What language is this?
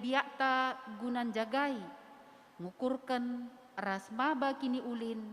Batak Karo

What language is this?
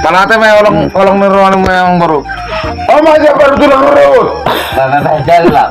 Batak Toba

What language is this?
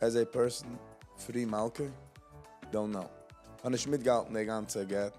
Yiddish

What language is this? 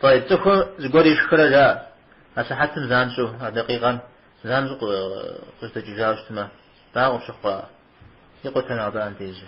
Kabardian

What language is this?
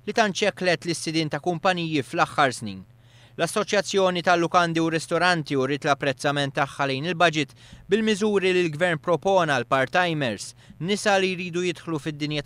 Maltese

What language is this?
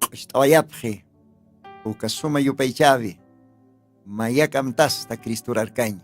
Aymara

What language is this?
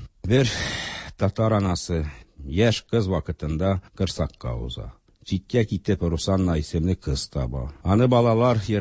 Tatar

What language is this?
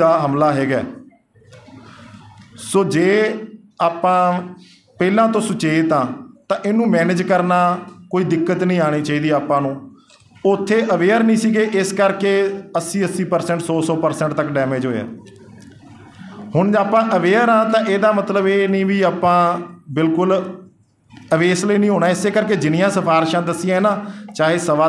Punjabi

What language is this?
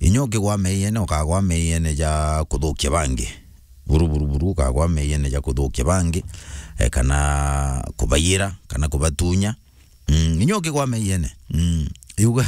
Meru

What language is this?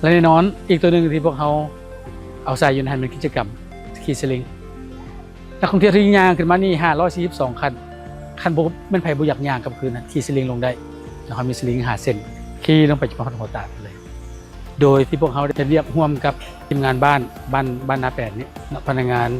Lao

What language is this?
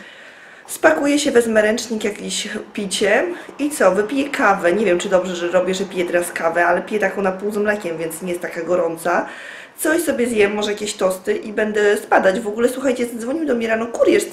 Polish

